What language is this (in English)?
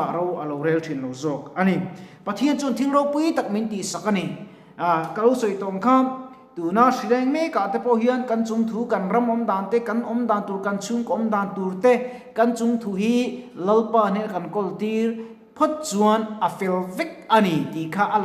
Mizo